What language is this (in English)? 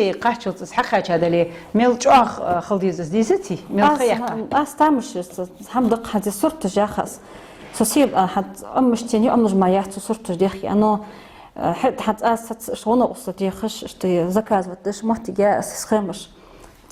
Ingush